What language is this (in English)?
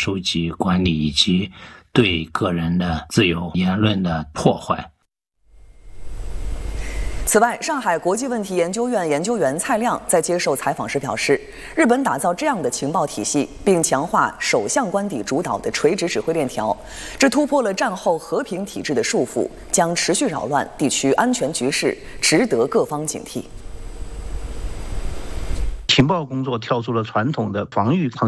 Chinese